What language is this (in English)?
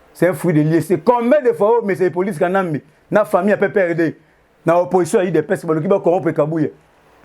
Lingala